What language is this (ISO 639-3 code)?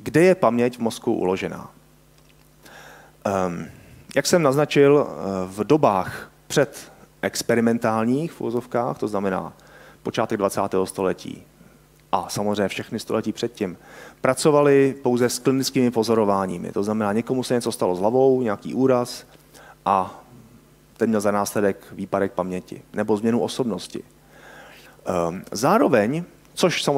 ces